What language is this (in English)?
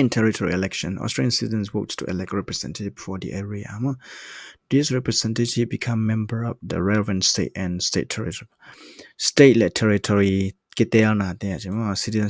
Tedim Chin